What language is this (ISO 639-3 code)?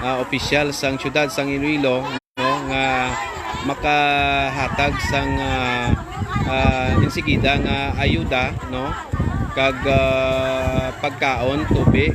hil